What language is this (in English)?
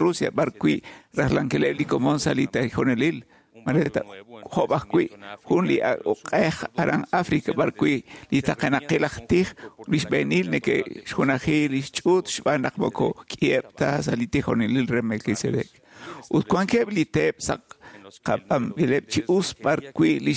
Kekchí